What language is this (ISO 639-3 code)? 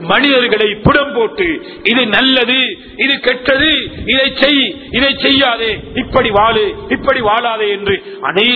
tam